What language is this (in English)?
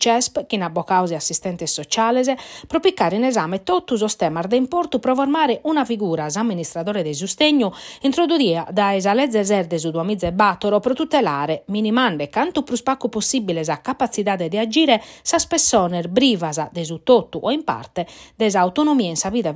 Sardinian